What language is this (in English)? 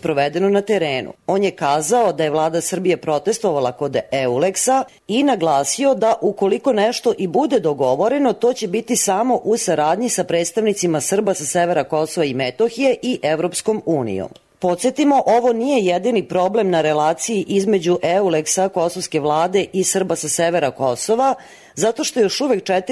Serbian